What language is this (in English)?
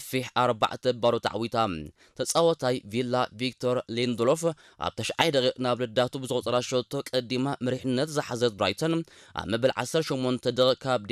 Tigrinya